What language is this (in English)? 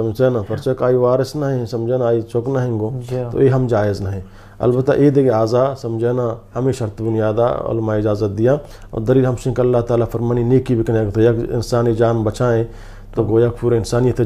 Saraiki